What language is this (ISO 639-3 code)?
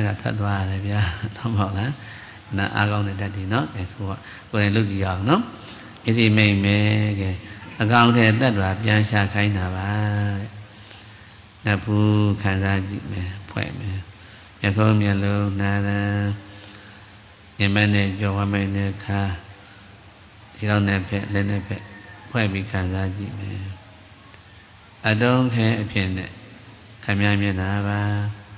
mya